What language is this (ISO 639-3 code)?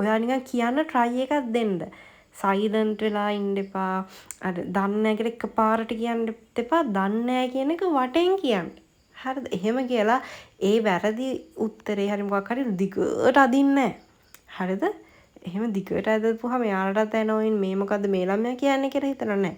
sin